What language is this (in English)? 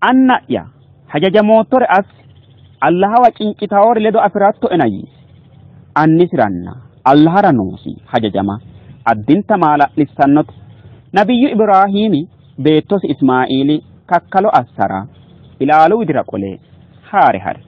Sidamo